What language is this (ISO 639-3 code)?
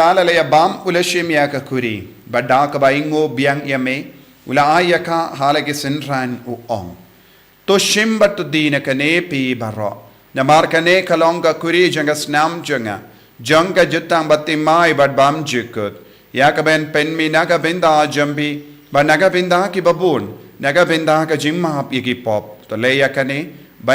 kha